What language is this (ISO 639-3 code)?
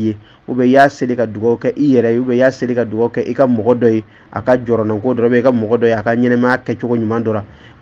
bam